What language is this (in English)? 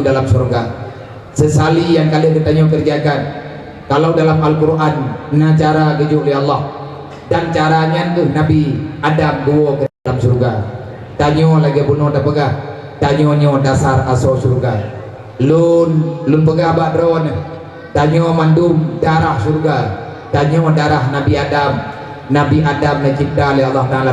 Achinese